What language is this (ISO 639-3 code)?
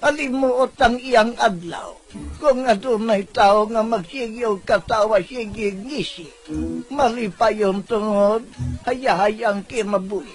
ceb